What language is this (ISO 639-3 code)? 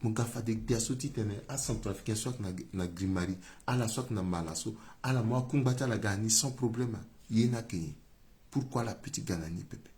sag